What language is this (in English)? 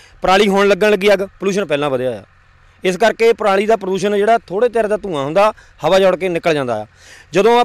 Punjabi